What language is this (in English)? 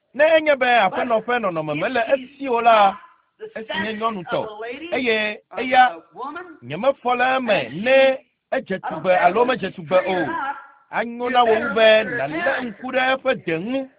Ewe